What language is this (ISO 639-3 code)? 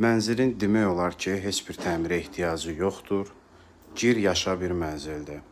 aze